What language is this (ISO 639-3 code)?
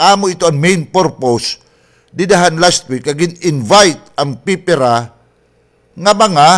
war